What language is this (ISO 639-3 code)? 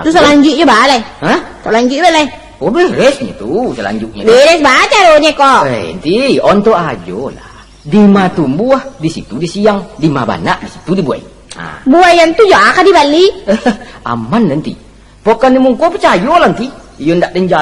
min